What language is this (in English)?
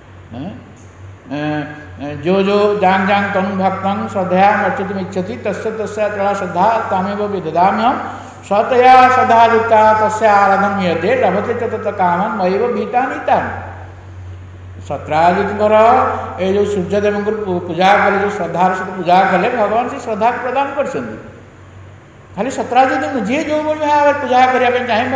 Odia